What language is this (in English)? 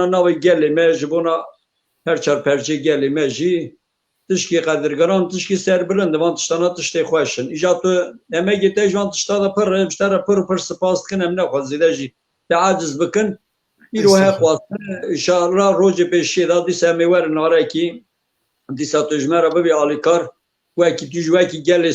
Kurdish